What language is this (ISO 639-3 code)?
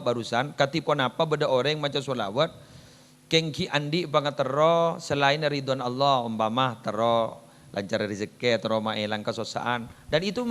mad